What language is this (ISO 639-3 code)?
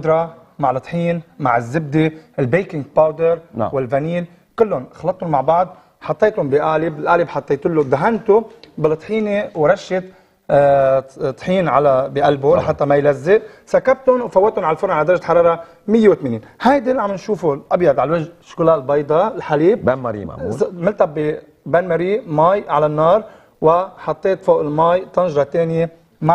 apc